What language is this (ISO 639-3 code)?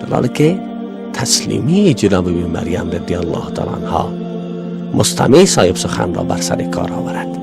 fas